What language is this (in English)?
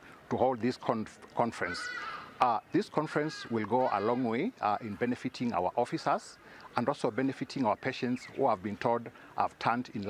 Kamba